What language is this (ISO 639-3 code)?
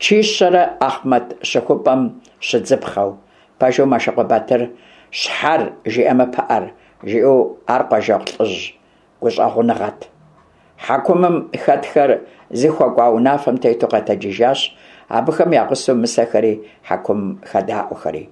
kbd